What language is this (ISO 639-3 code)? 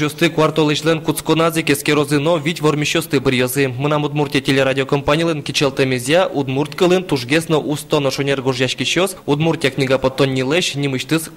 udm